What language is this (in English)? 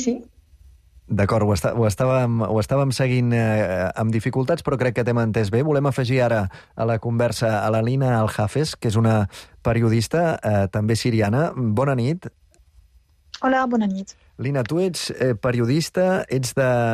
Catalan